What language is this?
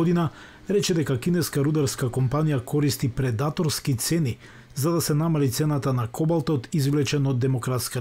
Macedonian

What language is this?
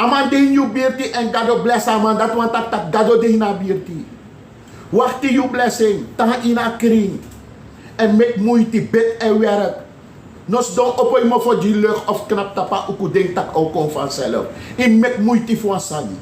Sranan Tongo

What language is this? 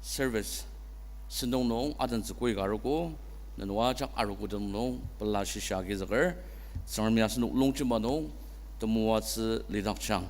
Ao Naga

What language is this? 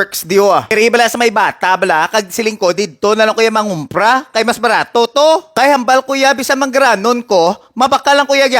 Hiligaynon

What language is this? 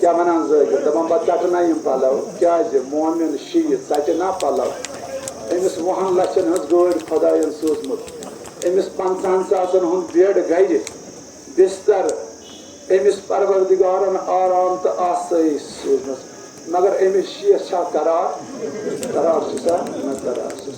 Kashmiri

